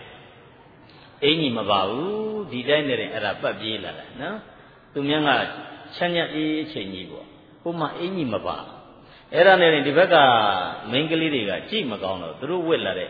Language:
Burmese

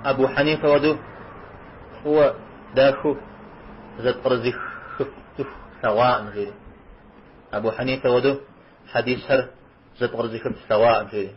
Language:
Kabardian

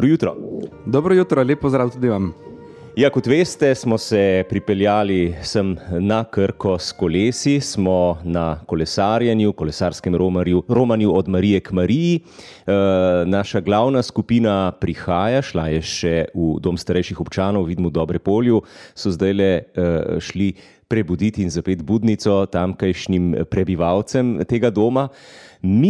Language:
Slovenian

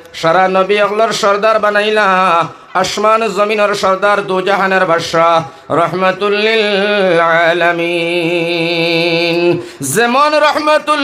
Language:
Sylheti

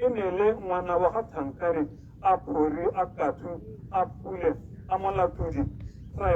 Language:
Tswana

